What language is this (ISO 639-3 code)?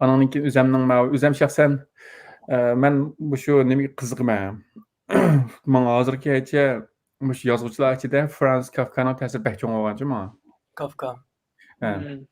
uig